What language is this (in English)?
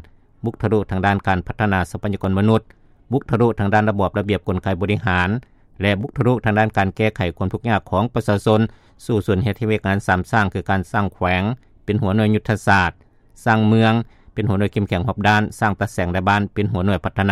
Lao